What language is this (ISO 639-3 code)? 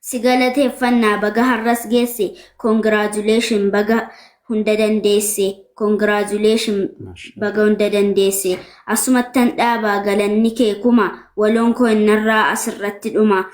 orm